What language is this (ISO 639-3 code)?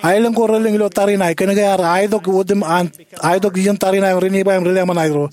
mah